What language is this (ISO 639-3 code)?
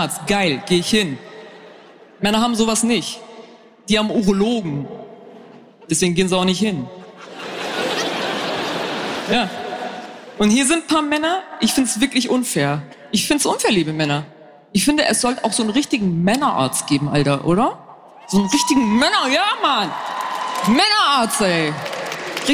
deu